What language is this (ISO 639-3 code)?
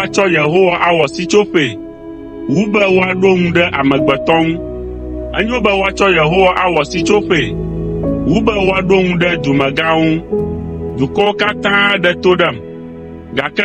ewe